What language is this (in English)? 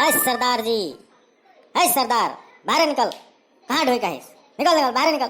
Sadri